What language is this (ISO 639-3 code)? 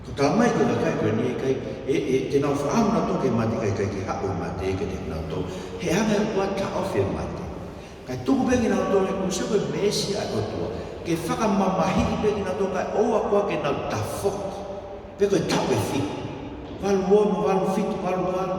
ton